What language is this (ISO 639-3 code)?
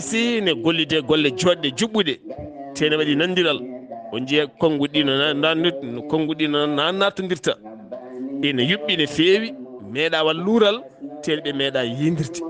ful